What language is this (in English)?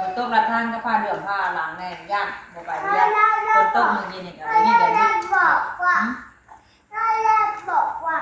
Northeastern Thai